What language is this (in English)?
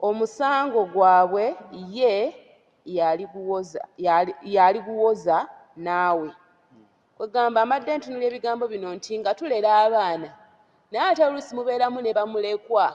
Ganda